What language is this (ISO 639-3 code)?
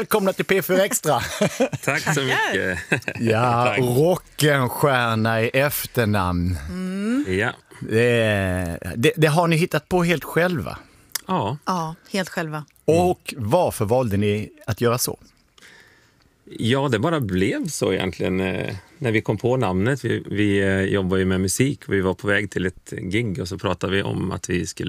swe